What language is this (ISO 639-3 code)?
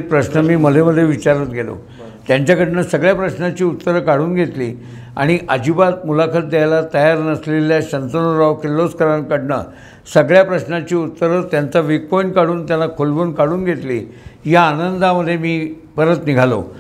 mar